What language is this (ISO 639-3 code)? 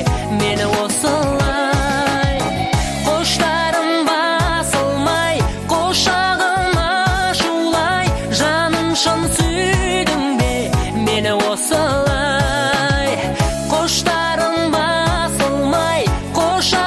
kaz